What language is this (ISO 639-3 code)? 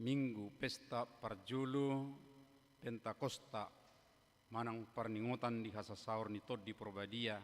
bbc